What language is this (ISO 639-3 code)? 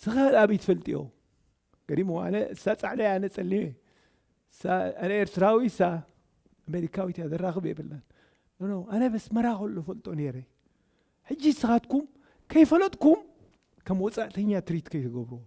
tir